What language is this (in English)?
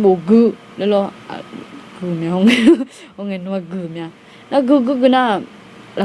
Akha